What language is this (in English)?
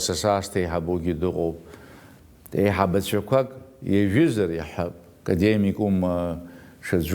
Abkhazian